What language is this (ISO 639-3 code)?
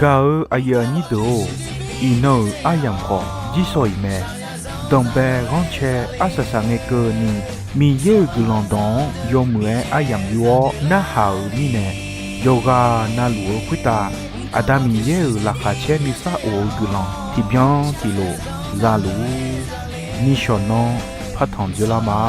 ahk